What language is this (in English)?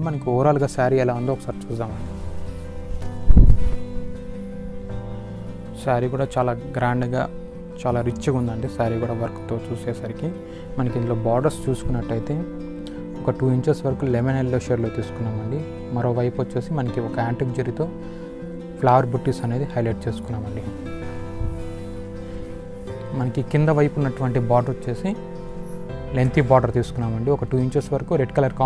Telugu